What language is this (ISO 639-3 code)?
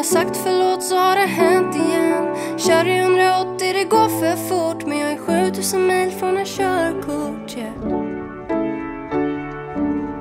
swe